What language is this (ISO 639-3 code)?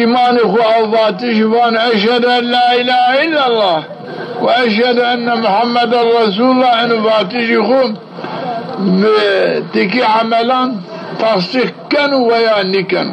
zza